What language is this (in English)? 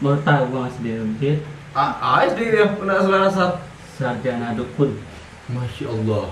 Minangkabau